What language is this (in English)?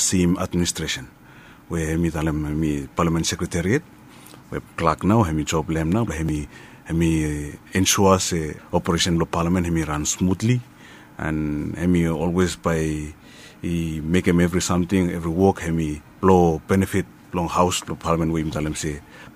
Bislama